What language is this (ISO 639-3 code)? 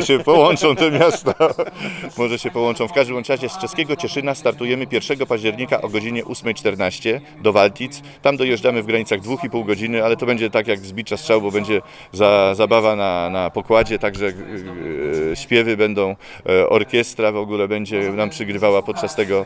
pol